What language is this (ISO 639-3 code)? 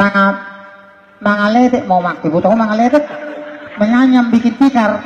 bbc